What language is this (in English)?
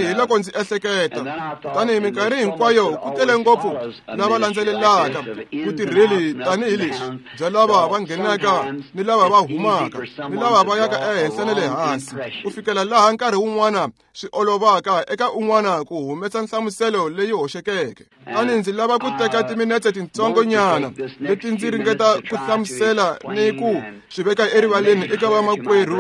Tsonga